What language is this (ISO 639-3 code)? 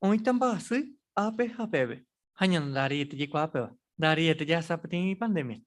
grn